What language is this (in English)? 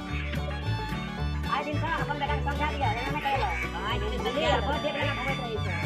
Maithili